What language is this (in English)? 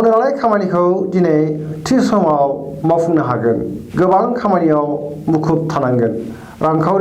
Bodo